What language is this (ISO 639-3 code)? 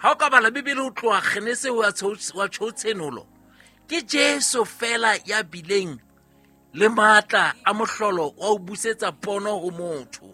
sot